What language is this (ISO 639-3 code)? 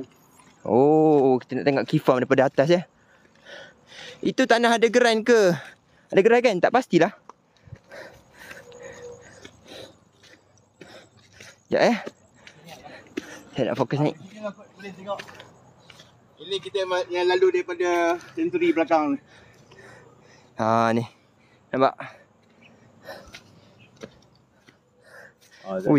msa